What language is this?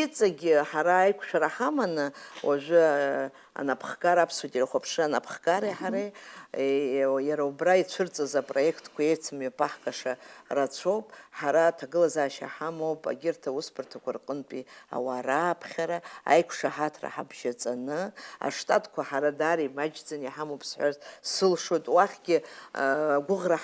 Abkhazian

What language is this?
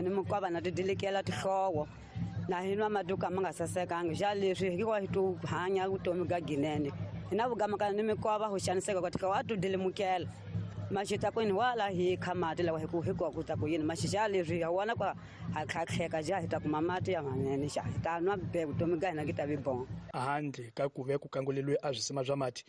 Tsonga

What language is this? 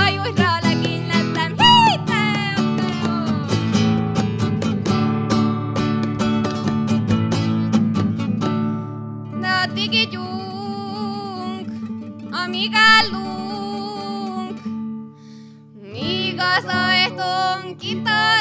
Hungarian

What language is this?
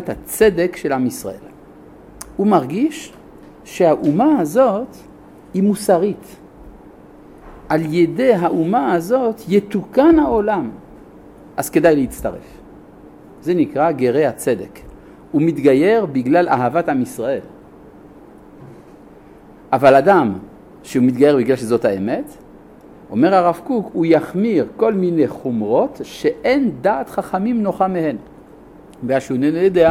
Hebrew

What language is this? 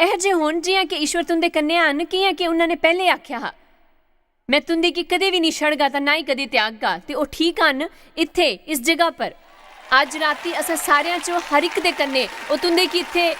Dogri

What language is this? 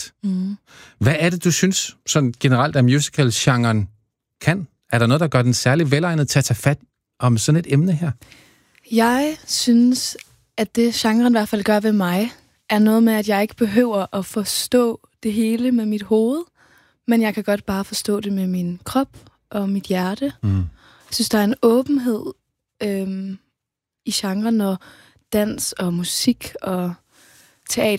Danish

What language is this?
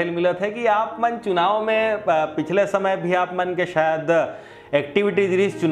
Chhattisgarhi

